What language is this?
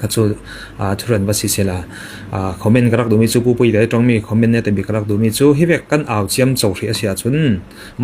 Falam Chin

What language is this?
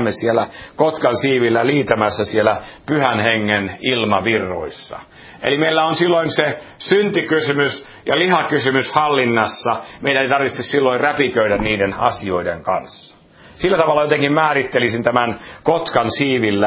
Finnish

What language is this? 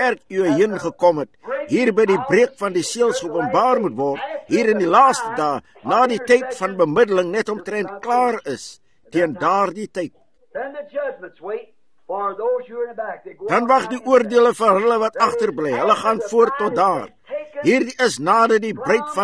Afrikaans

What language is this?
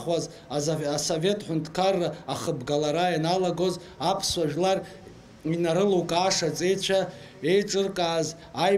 Abkhazian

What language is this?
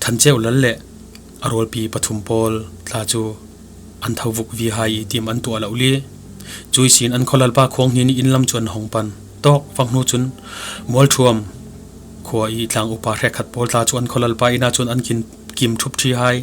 Falam Chin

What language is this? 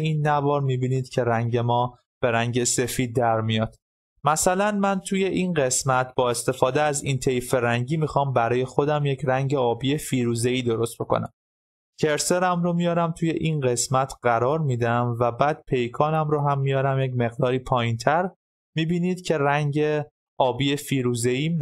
Persian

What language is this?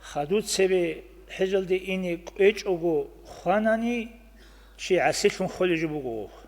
Avaric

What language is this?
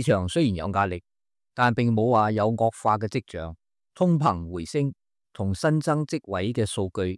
Cantonese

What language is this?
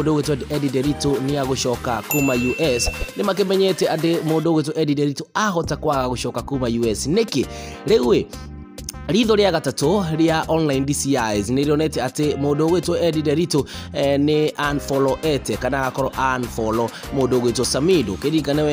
Kikuyu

